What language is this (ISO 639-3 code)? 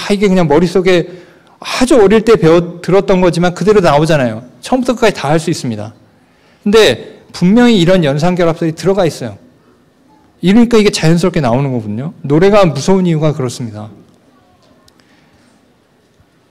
kor